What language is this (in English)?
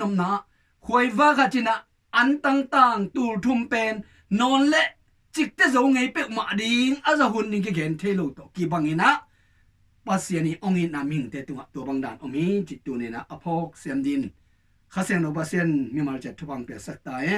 Tedim Chin